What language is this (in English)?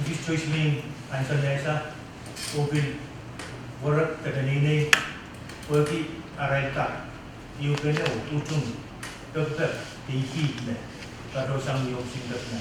Pohnpeian